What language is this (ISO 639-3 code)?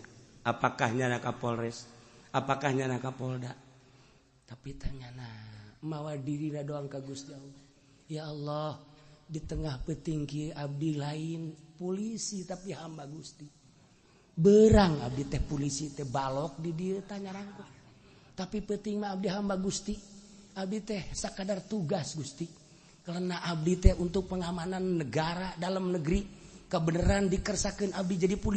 sun